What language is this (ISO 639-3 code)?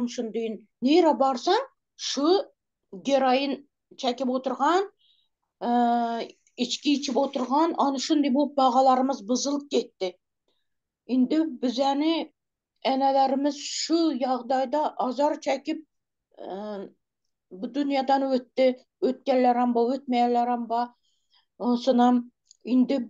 tuk